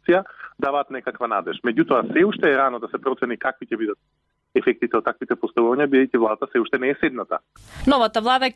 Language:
Macedonian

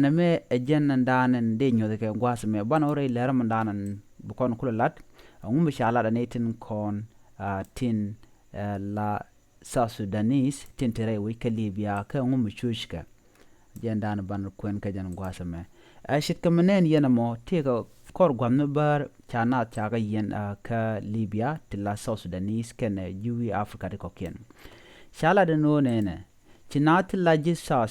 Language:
Nuer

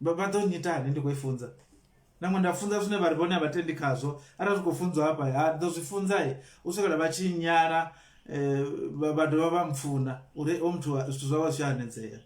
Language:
Venda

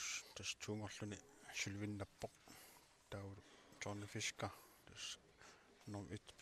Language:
Kalaallisut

